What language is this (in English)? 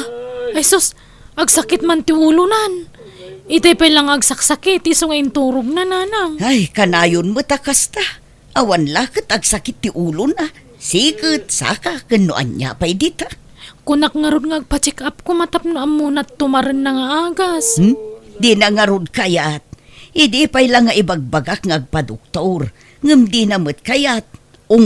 Iloko